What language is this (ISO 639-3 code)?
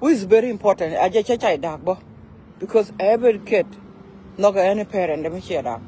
nus